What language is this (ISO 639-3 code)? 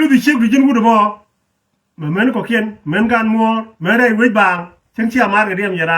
nus